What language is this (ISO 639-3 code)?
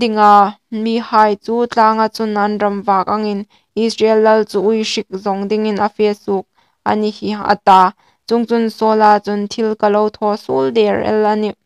hmr